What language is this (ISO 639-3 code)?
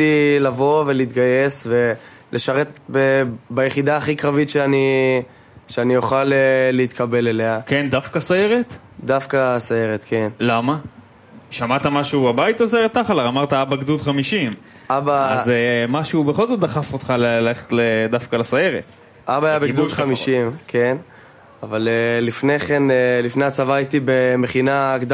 heb